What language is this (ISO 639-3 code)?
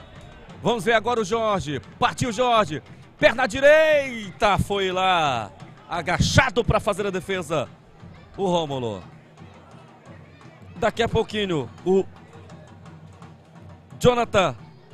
por